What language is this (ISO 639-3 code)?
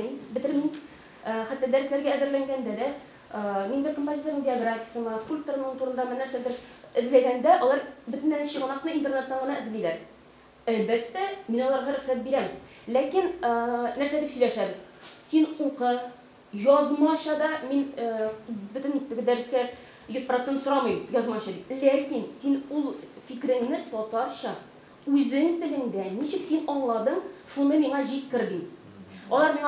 tat